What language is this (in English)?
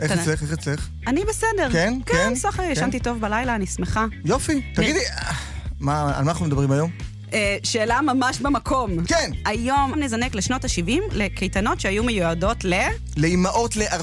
Hebrew